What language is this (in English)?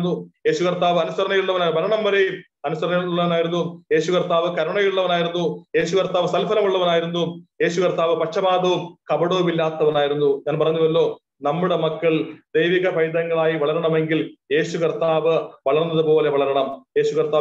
Malayalam